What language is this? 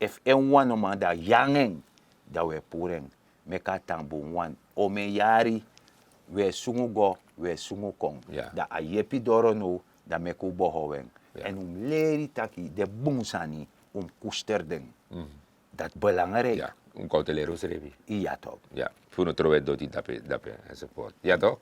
Sranan Tongo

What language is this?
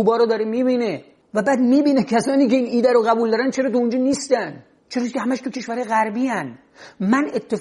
Persian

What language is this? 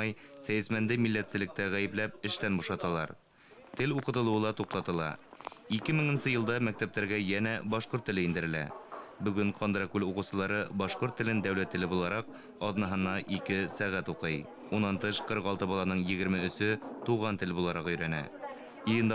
Bashkir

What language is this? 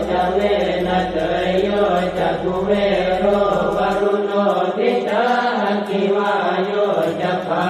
Pali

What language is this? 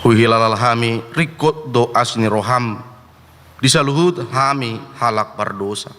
Batak Toba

